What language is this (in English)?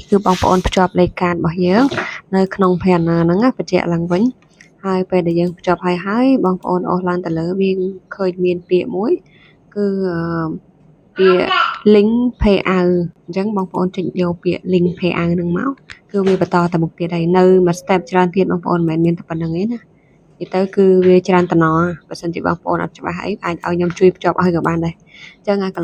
Khmer